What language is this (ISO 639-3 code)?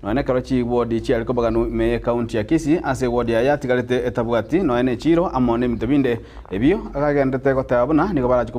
guz